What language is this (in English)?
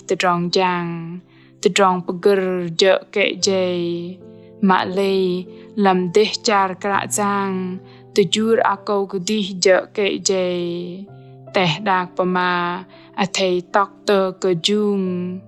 Bahnar